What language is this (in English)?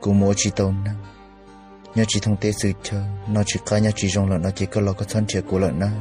Hmong